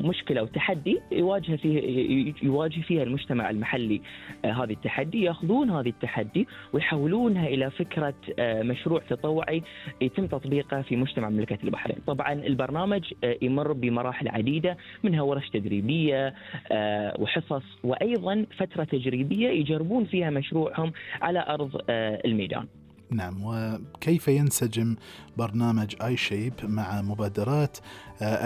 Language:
Gulf Arabic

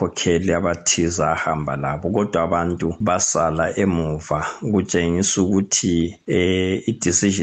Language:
North Ndebele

